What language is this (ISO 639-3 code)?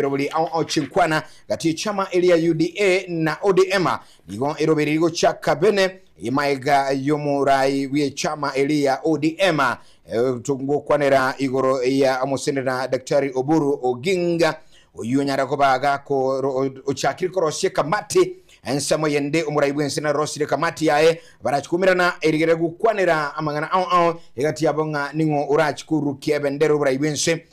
guz